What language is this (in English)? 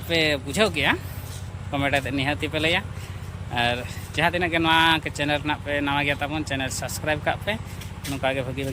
Santali